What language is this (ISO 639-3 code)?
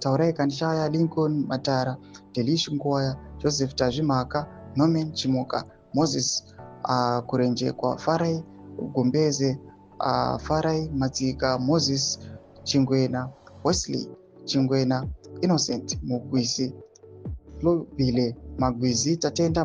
sna